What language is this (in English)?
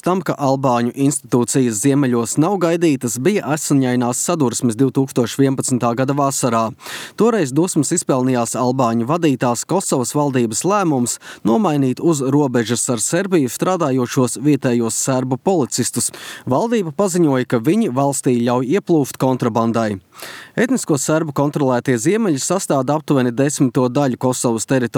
Latvian